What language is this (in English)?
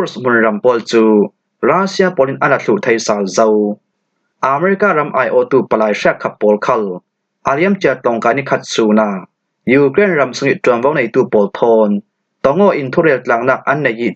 Falam Chin